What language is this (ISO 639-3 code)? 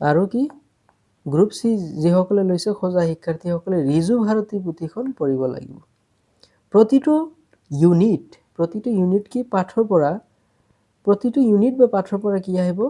asm